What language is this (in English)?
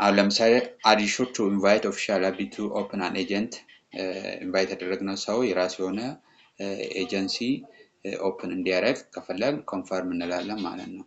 Amharic